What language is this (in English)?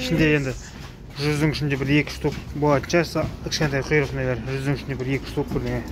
Kazakh